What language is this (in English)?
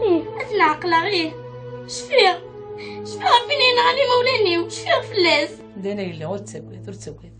Kabyle